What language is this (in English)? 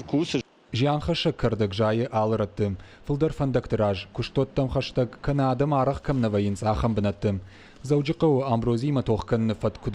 Ossetic